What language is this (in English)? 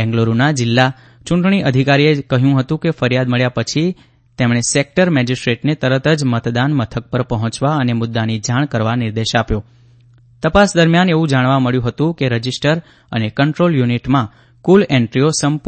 Gujarati